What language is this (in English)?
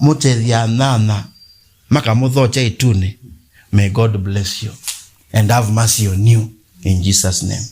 Kamba